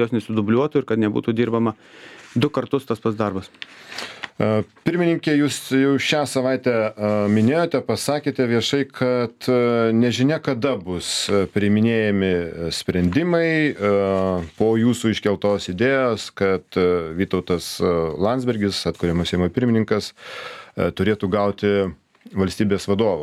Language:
Lithuanian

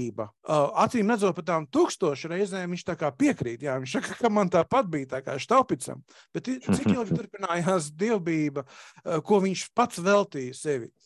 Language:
Latvian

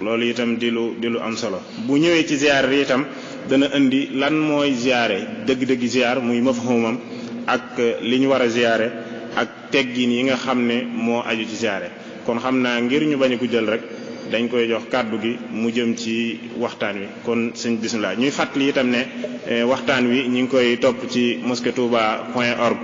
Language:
Wolof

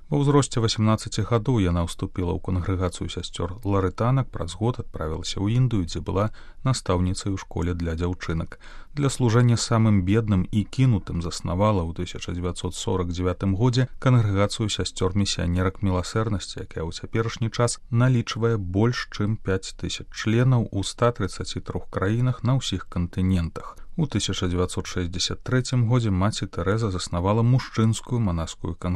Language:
Belarusian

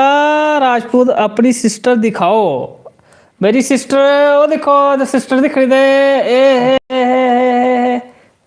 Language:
Dogri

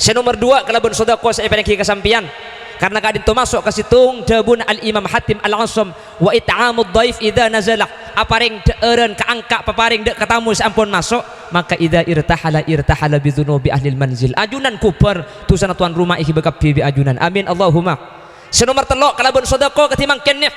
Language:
Madurese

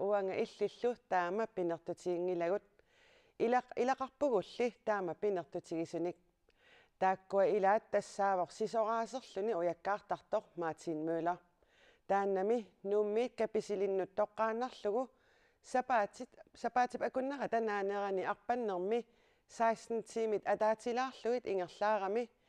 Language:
Kalaallisut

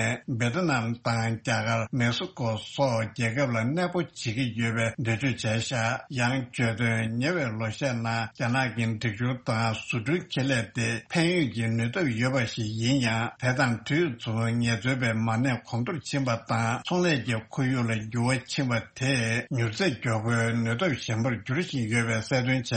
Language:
Tibetan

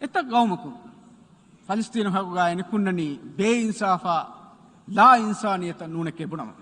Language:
Divehi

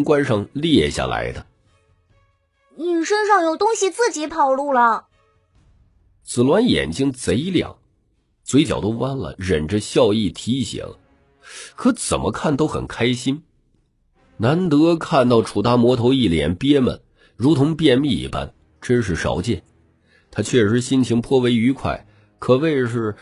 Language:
Chinese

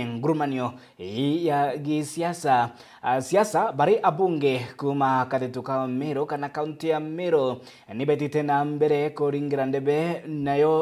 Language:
Meru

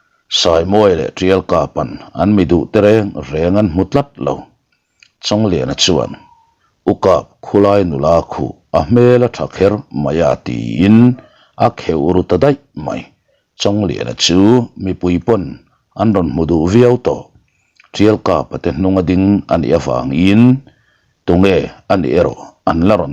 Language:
Mizo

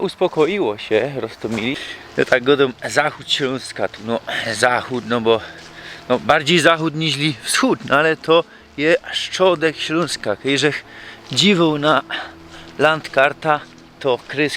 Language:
Silesian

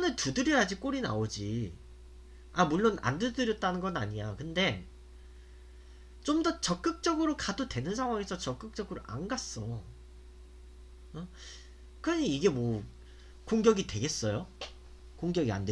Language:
Korean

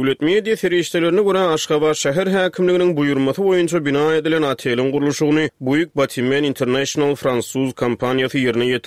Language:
Turkmen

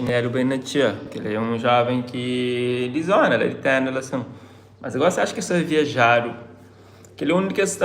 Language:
Kabuverdianu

